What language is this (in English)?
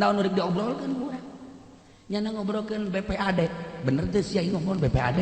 Sundanese